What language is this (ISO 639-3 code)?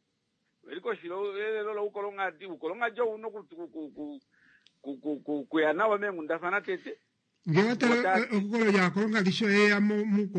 kua